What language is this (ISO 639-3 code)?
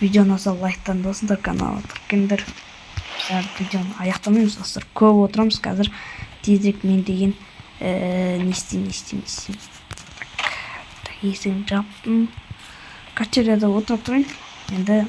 kaz